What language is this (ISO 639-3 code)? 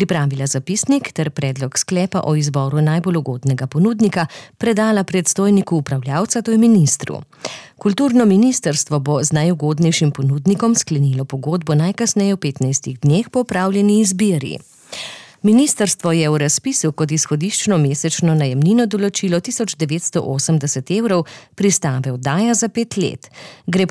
slv